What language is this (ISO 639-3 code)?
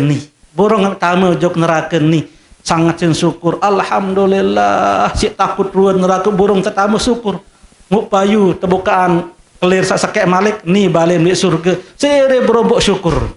sas